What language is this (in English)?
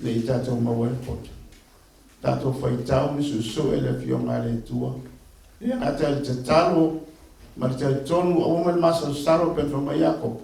Samoan